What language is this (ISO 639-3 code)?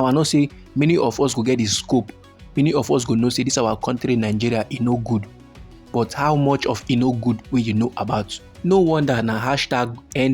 pcm